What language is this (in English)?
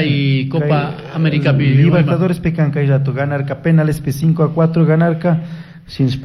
Chimborazo Highland Quichua